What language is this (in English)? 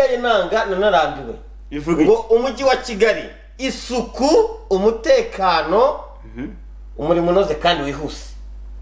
Kinyarwanda